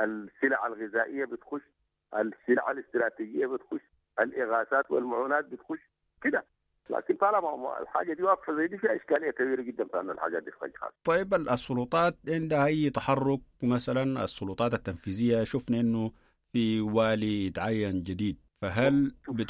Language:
Sudanese Arabic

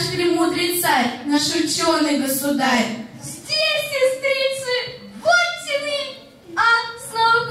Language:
Russian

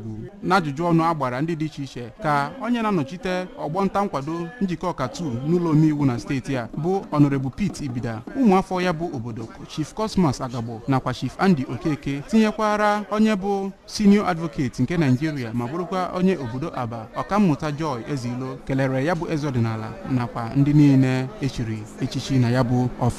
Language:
Igbo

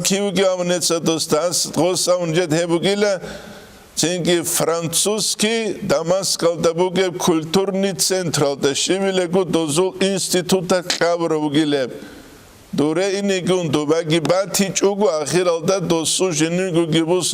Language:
Avaric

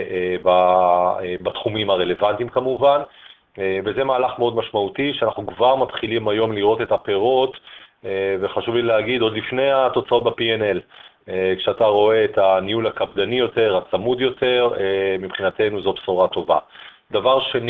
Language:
Hebrew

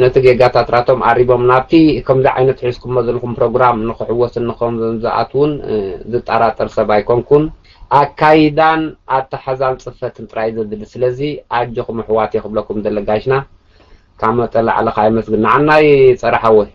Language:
Tigrinya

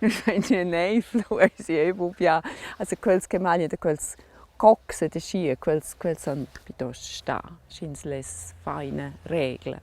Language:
Romansh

